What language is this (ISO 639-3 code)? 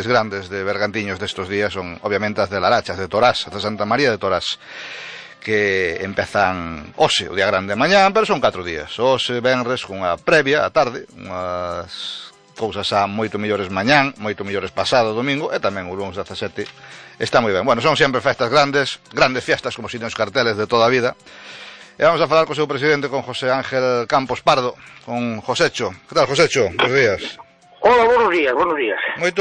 glg